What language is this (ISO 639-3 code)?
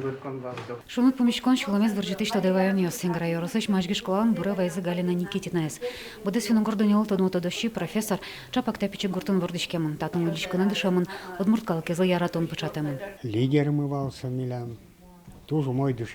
udm